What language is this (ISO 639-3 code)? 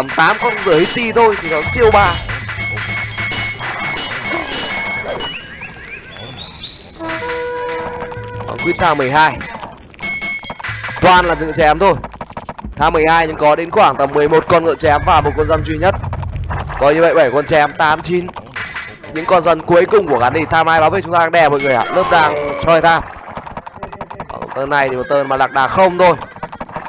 vie